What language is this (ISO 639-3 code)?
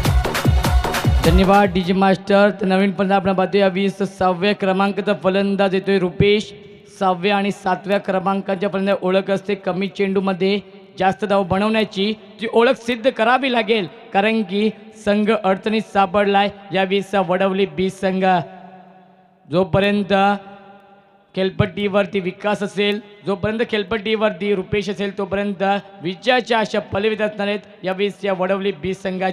mar